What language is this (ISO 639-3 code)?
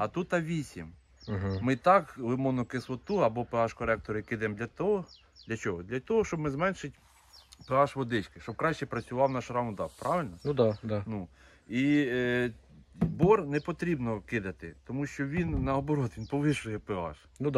ukr